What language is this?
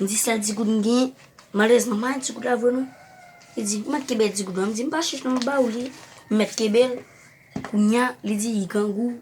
Haitian Creole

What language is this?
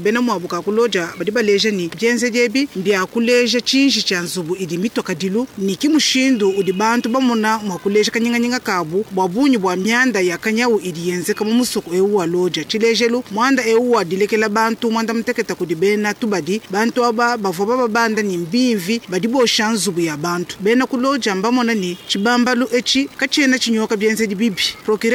Luba-Lulua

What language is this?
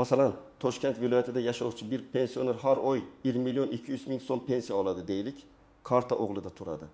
Uzbek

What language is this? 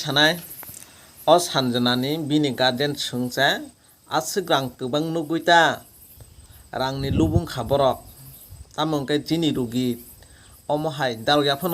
Kok Borok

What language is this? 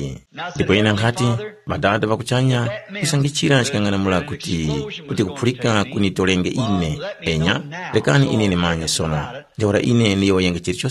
Tumbuka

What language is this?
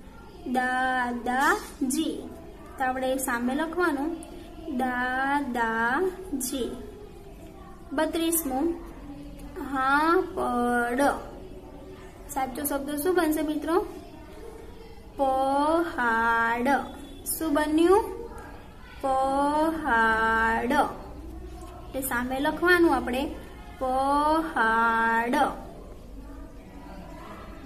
Gujarati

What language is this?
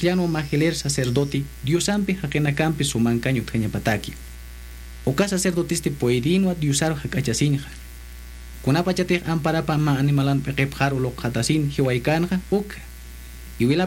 Aymara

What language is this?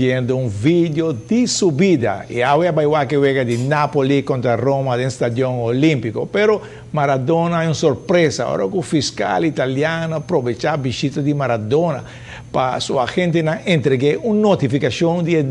Papiamento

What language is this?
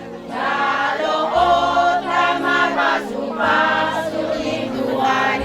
Batak Toba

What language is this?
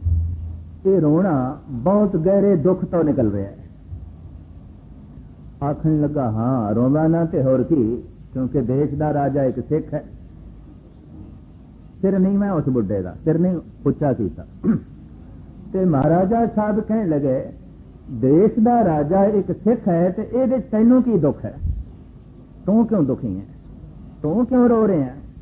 Punjabi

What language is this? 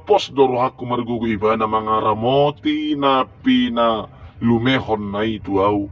Batak Toba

